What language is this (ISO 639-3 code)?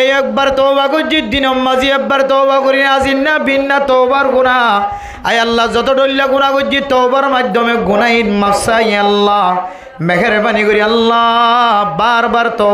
rhg